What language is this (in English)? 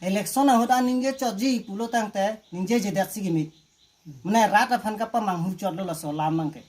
Karbi